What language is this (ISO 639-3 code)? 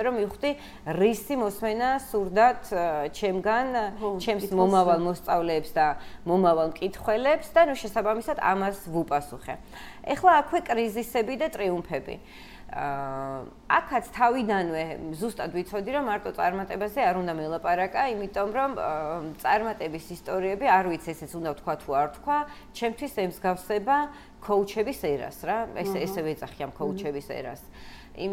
kat